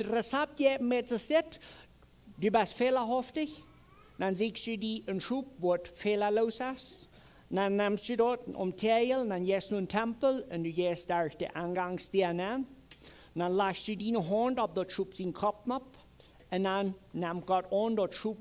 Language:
Plautdietsch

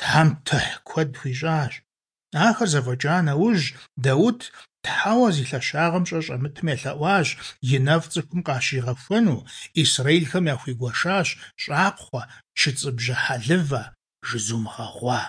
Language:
Kabardian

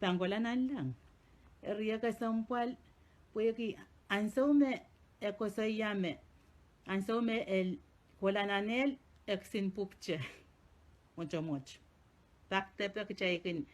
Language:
Pohnpeian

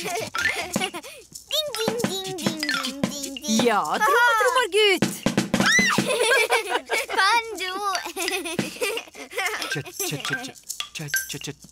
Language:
Norwegian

